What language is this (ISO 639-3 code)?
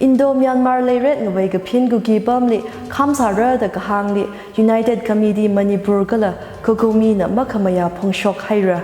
nmf